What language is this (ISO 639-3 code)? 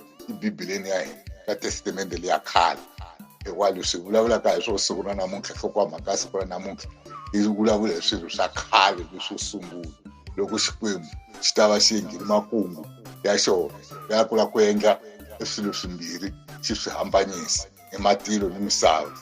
tso